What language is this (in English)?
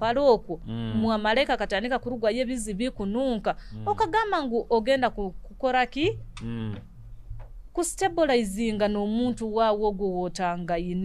Nyoro